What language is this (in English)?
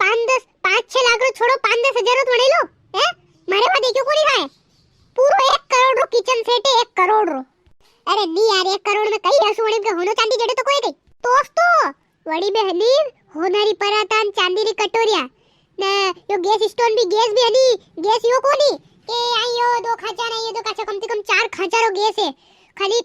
Rajasthani